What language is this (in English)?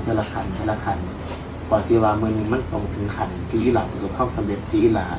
Northeastern Thai